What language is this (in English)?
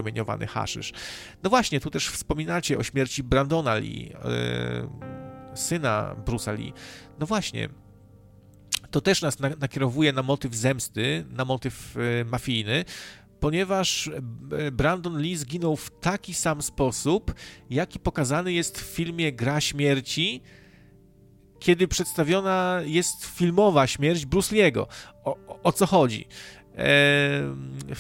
Polish